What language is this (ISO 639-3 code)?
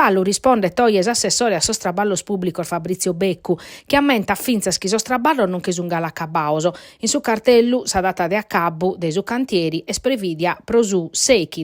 srd